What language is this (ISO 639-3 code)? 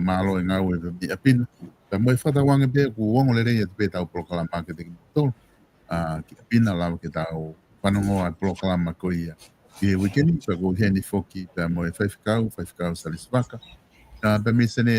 ton